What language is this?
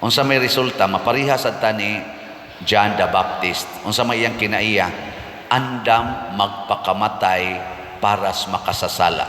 Cebuano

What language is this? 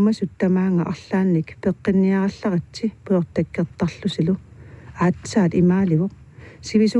Kalaallisut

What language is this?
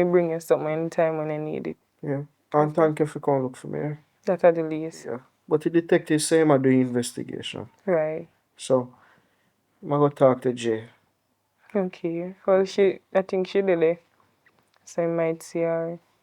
Jamaican Creole English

